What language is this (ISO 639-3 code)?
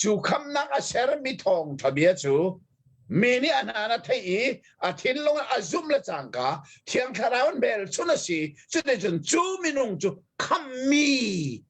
cnh